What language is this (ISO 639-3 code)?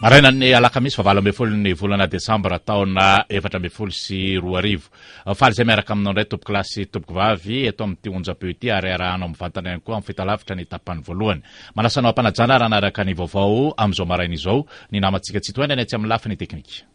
mlg